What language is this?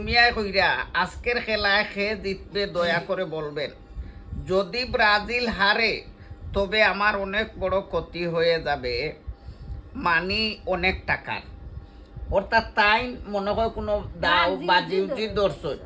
Sylheti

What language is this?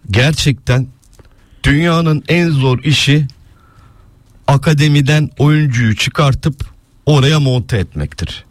Turkish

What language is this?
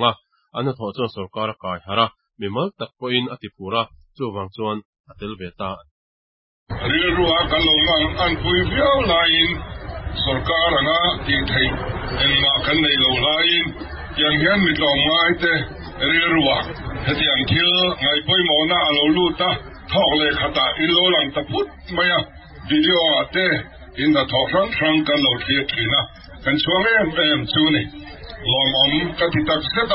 Mizo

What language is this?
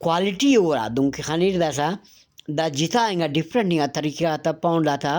Brahui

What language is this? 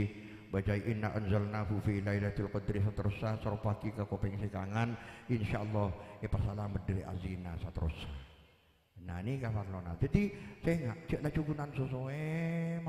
Madurese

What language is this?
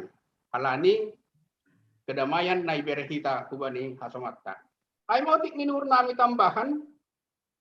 Batak Simalungun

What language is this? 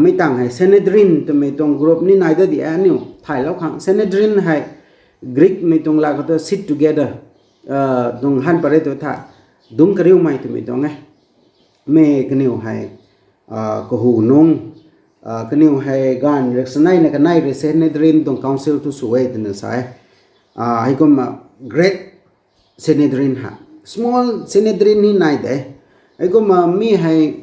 Rongmei Naga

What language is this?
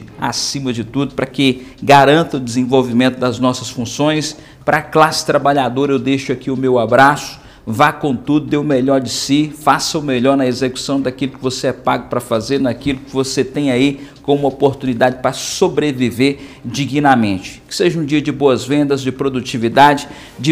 Portuguese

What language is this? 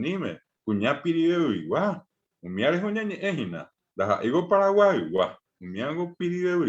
Guarani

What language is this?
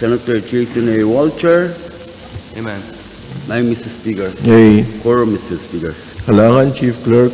Pohnpeian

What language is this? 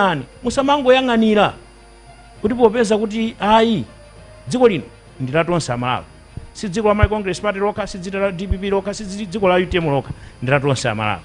Nyanja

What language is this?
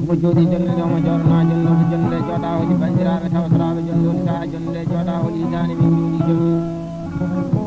Fula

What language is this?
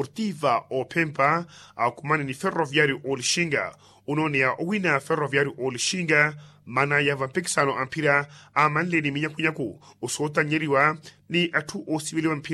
Makhuwa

